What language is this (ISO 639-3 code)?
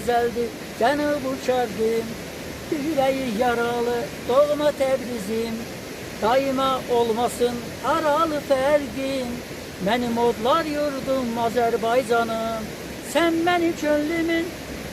aze